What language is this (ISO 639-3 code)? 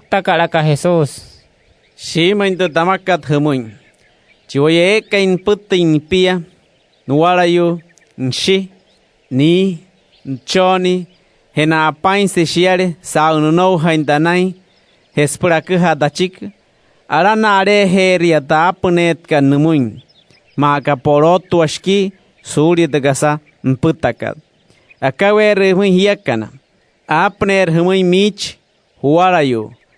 guc